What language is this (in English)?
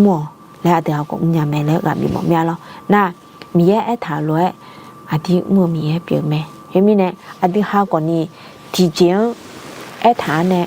Akha